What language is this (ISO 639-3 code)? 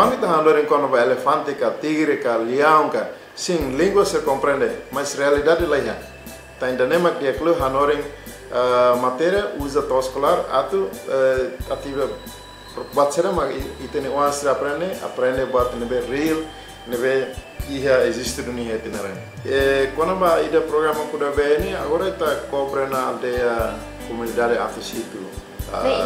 tet